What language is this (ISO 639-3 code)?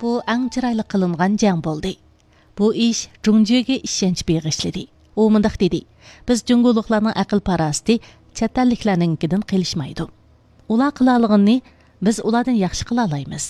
uig